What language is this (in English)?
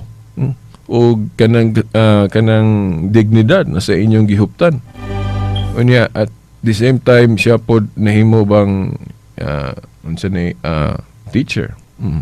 Cebuano